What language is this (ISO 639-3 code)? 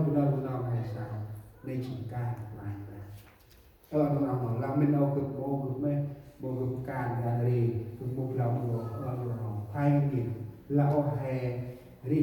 cmo